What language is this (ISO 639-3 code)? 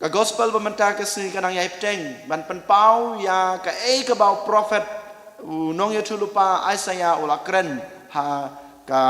kha